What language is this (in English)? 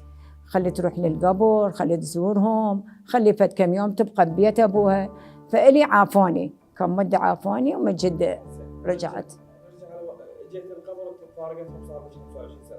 Mesopotamian Arabic